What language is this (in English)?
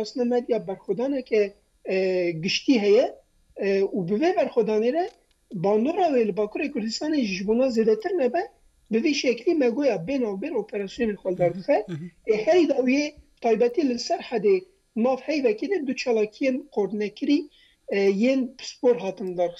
Kurdish